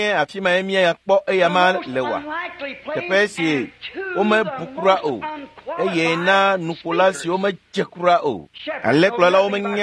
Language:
Ewe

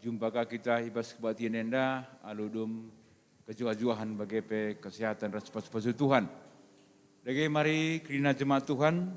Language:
Batak Karo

